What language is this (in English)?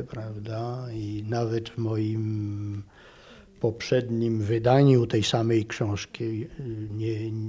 Polish